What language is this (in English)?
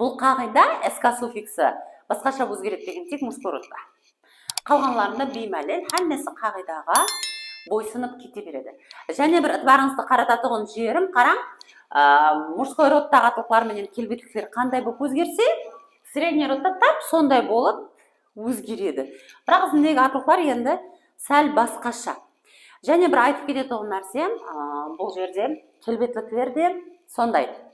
Kara-Kalpak